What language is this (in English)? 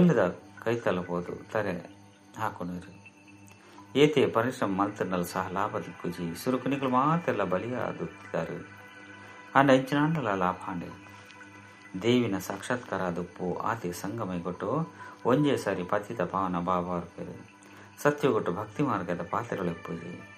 Tulu